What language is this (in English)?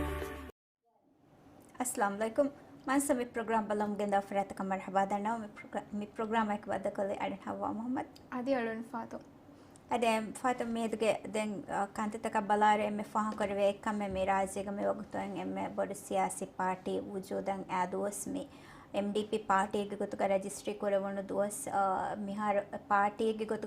Divehi